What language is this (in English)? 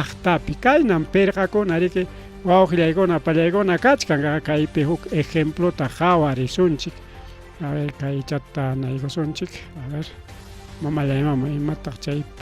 Ayacucho Quechua